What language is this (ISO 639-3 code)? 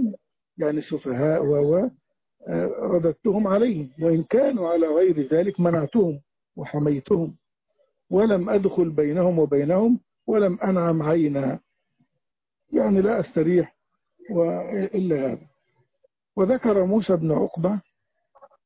ara